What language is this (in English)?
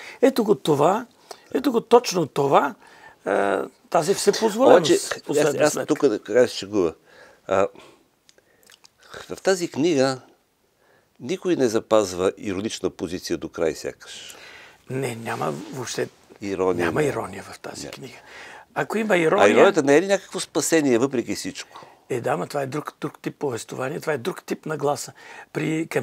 Bulgarian